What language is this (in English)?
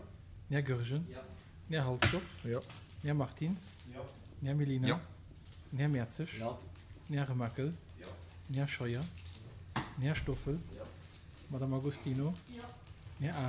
Luxembourgish